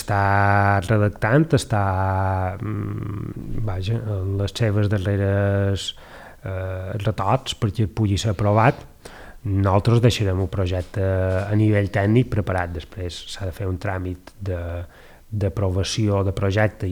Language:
Catalan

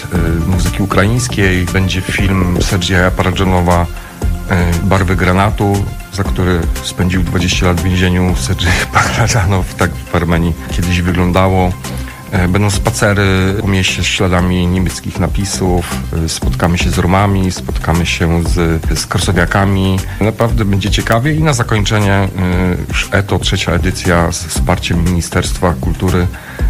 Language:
Polish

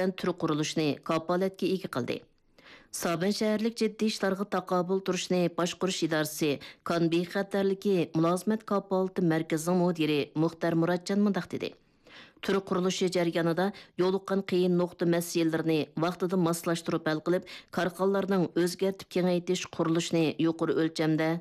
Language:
Uyghur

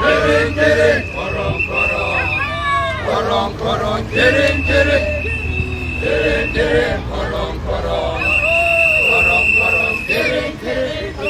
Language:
Tswana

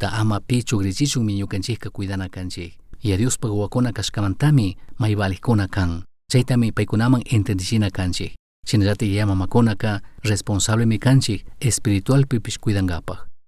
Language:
Chimborazo Highland Quichua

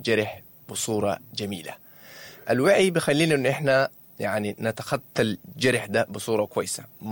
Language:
Sudanese Arabic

